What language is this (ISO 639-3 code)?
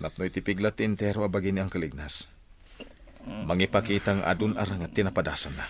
ilo